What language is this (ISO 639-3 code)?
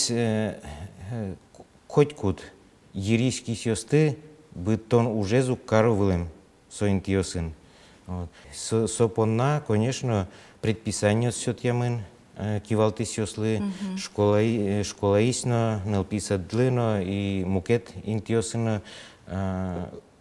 udm